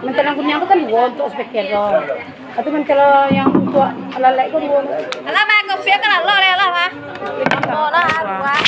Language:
Minangkabau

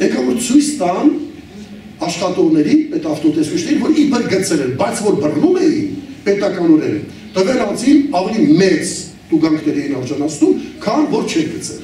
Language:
Armenian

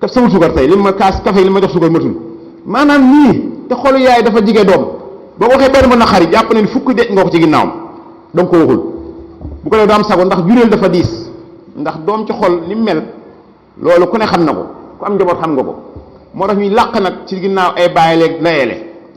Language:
Wolof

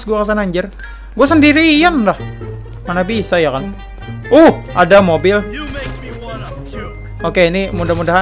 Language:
Indonesian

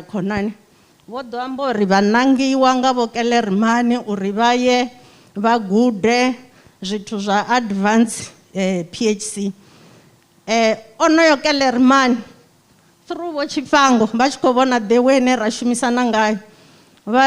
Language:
Venda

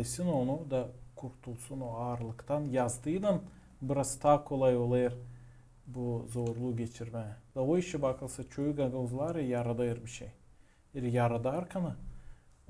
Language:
Gagauz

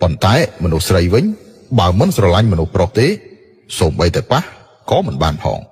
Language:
Khmer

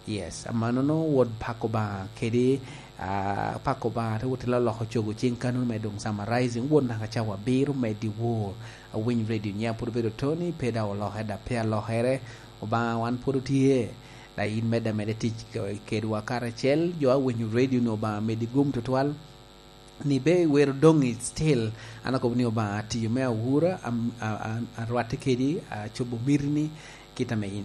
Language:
Lango (Uganda)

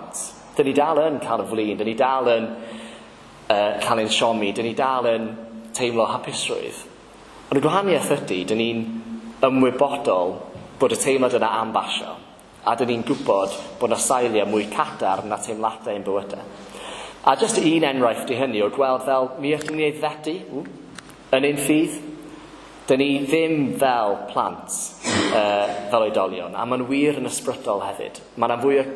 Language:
Welsh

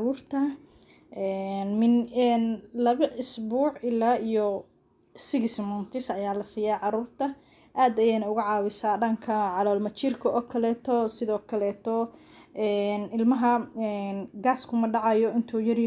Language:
Somali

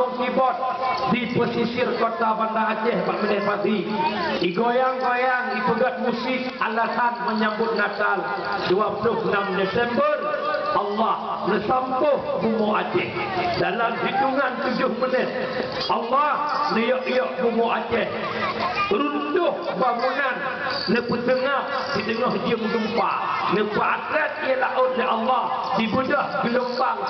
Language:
Achinese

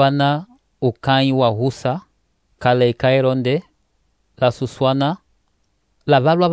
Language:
Umbundu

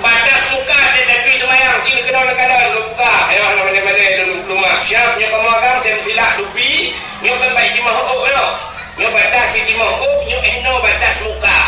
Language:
Achinese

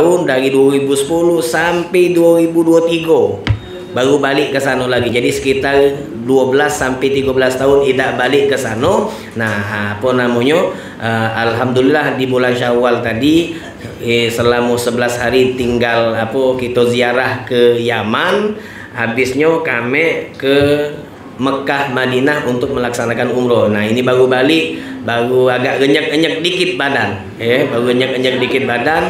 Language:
Indonesian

